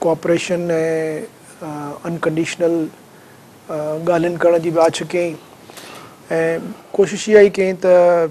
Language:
Sindhi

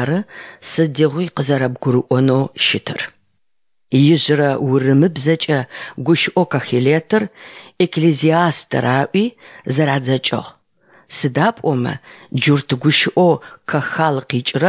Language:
Adyghe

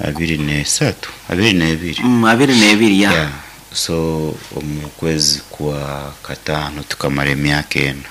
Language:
Nyoro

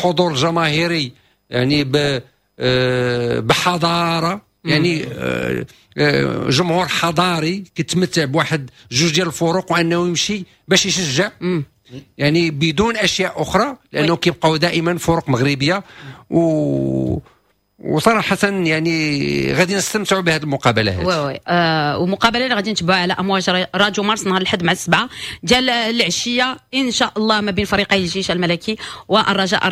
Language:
Moroccan Arabic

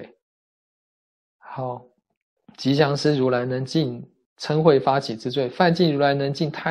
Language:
Chinese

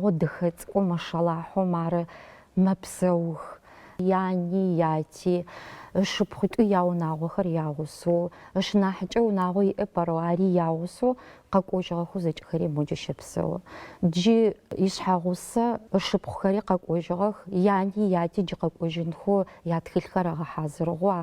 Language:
Adyghe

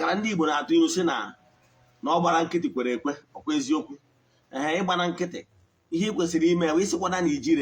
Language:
Igbo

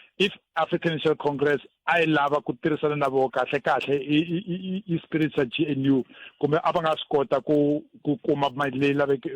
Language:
Tsonga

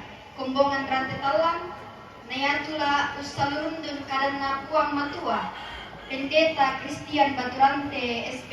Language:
Toraja-Sa'dan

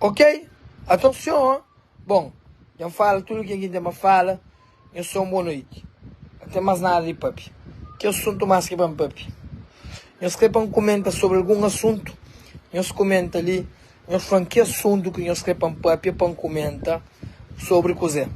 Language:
Kabuverdianu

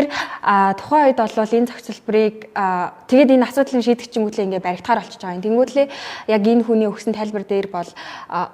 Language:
Mongolian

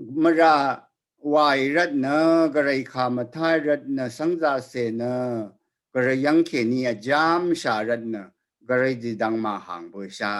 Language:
Rawang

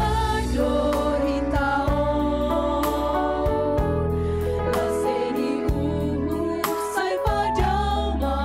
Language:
Batak Simalungun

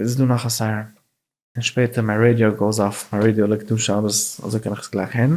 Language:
Yiddish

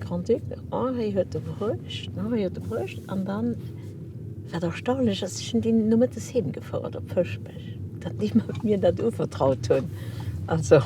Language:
Luxembourgish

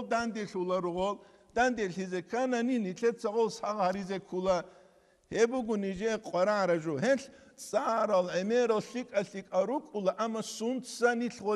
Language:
Avaric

